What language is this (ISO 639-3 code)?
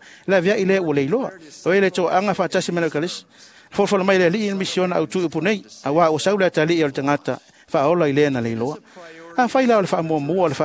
smo